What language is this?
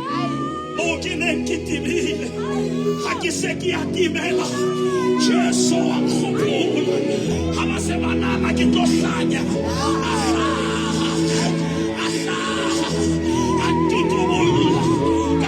Southern Sotho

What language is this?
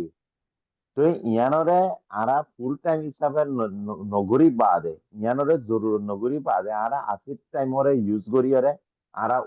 Rohingya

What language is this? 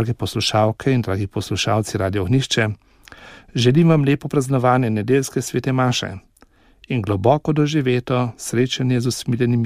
Slovenian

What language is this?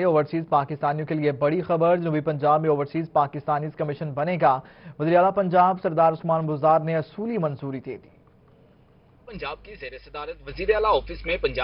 Urdu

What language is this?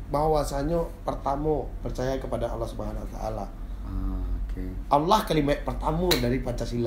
Minangkabau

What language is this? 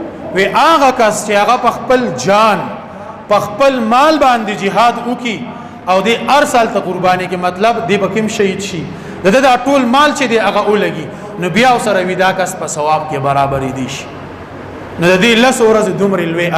Pashto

